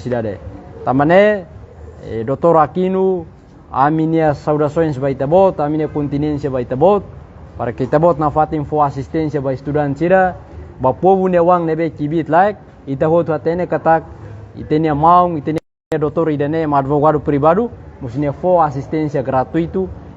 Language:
Tetum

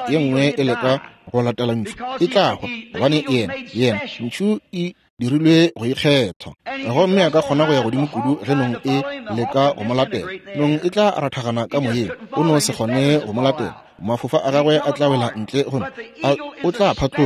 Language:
Northern Sotho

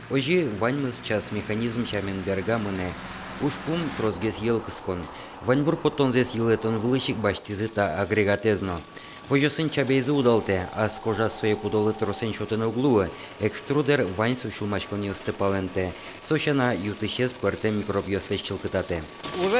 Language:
Udmurt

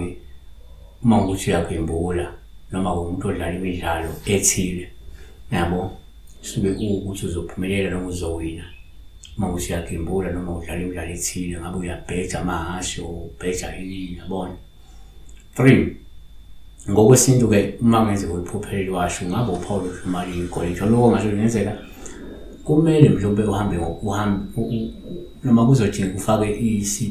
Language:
Zulu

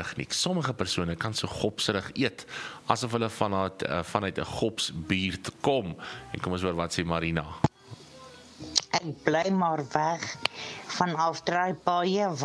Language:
Afrikaans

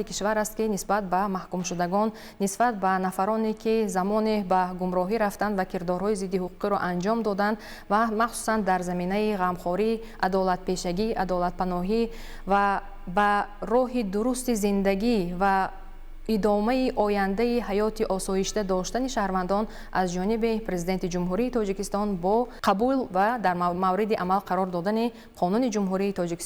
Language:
Tajik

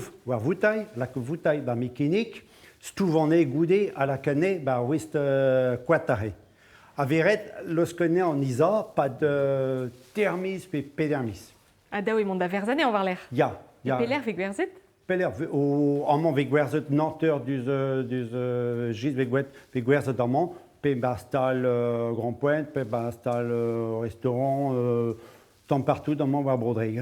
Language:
Breton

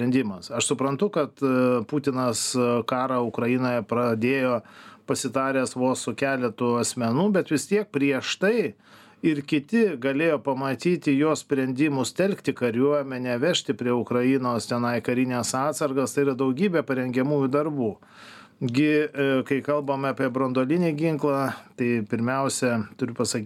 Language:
Lithuanian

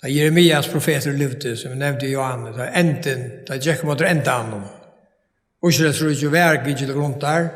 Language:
Faroese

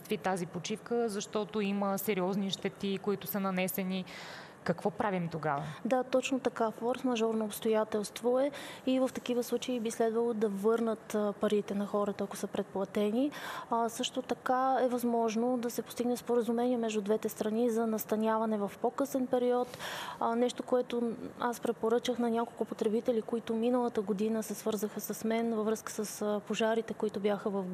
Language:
Bulgarian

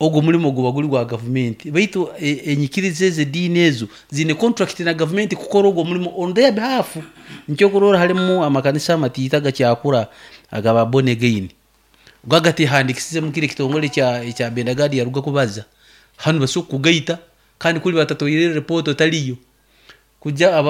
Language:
Nyankole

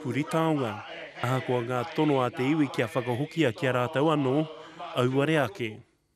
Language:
Māori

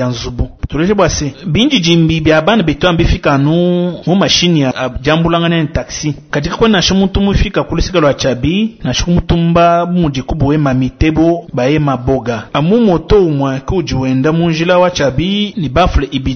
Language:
Luba-Lulua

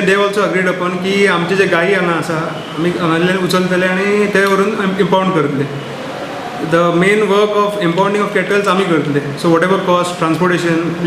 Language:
Konkani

